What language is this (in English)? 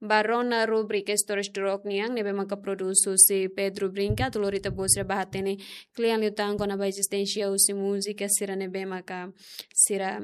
Tetum